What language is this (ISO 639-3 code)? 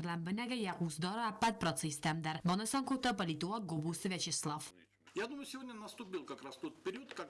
oss